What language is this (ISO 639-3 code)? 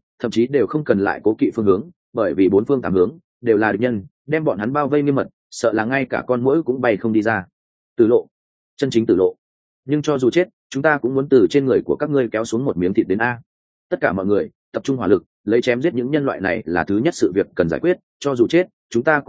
vie